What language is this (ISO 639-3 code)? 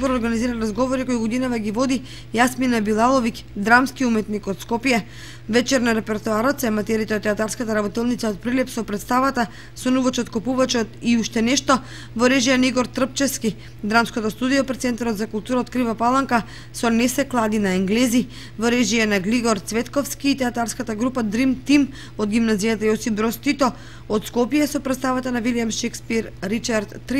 mkd